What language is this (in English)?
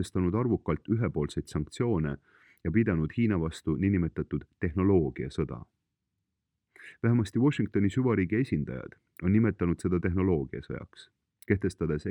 Estonian